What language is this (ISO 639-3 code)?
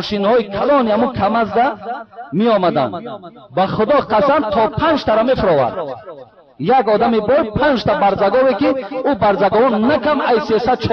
tgk